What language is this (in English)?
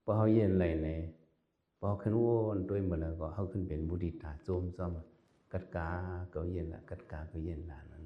Shan